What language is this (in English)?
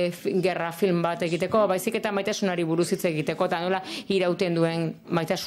Basque